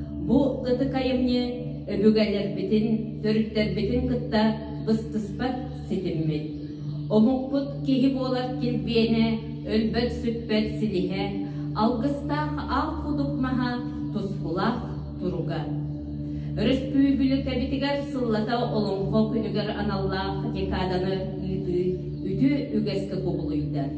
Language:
Yakut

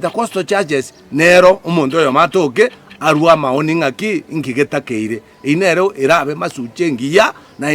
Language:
Gusii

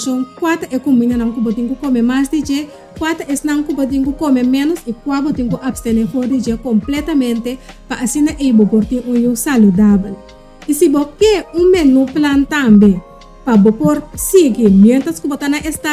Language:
Papiamento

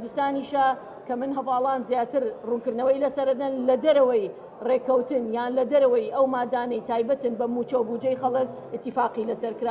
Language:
Central Kurdish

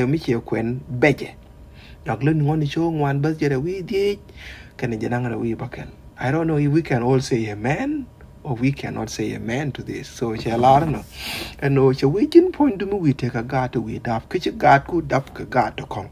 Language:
Nuer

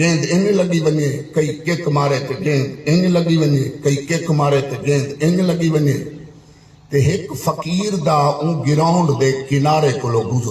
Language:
Saraiki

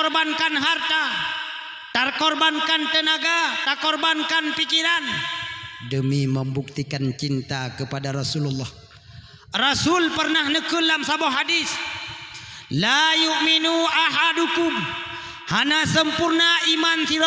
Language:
Achinese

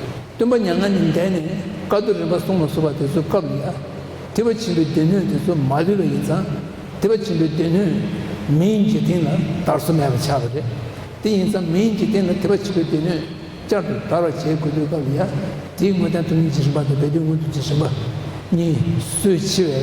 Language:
Tibetan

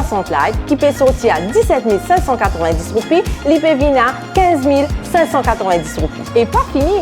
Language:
Morisyen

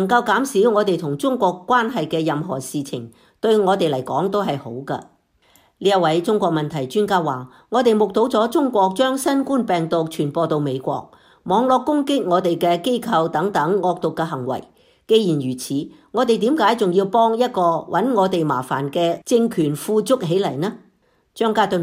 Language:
Cantonese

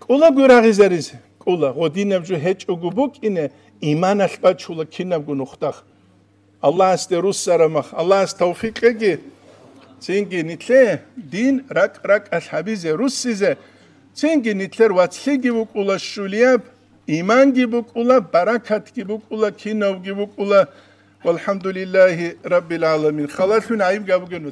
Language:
Avaric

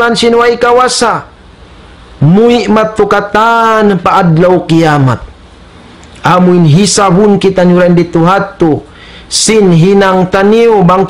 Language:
Tausug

